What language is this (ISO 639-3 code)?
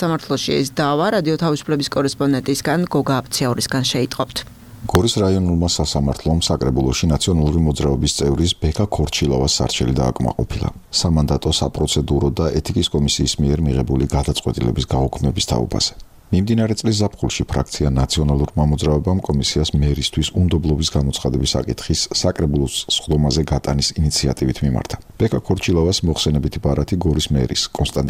kat